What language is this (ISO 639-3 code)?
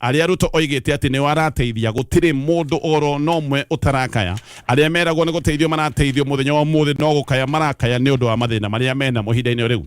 kik